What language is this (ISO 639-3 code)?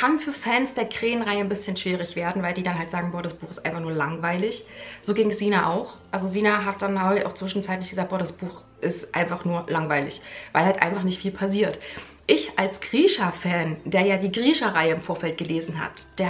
deu